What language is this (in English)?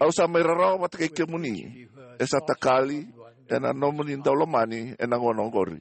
Fijian